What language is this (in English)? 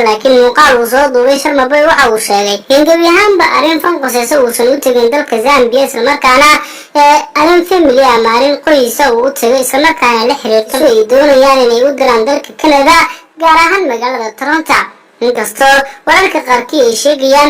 Somali